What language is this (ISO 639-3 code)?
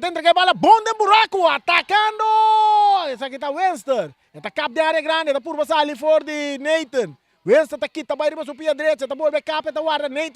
pap